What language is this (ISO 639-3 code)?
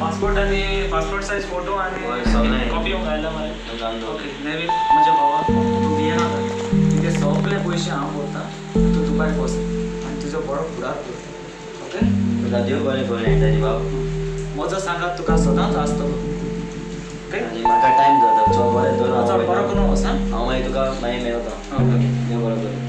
kok